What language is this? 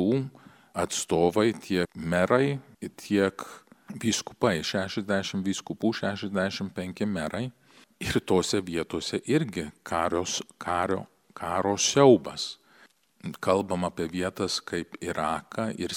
Lithuanian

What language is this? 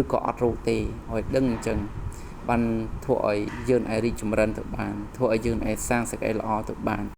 Khmer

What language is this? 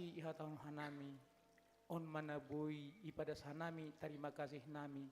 Batak Simalungun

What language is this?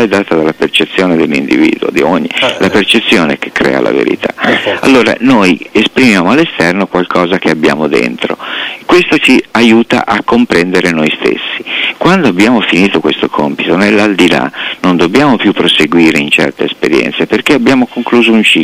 Italian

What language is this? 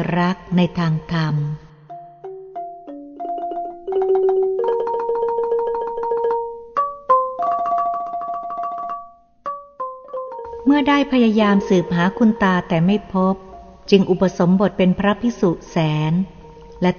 Thai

